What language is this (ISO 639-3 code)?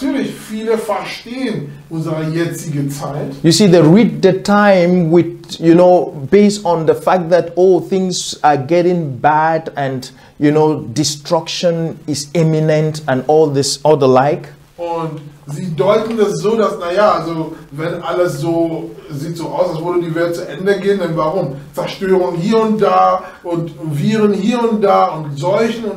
deu